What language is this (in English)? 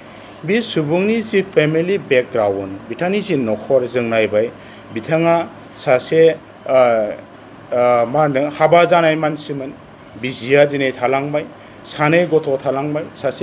Bodo